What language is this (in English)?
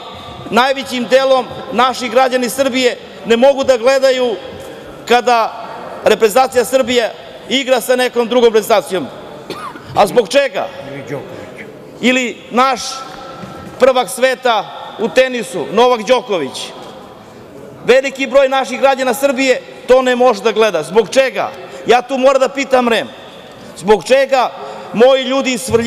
Serbian